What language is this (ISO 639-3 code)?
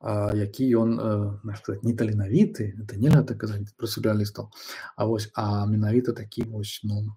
bel